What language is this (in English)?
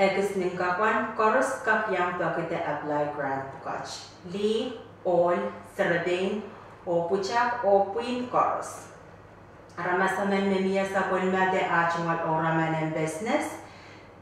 Pohnpeian